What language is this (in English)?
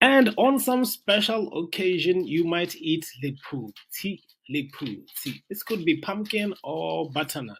Tswana